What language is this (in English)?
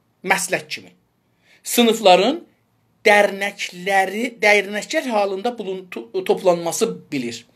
South Azerbaijani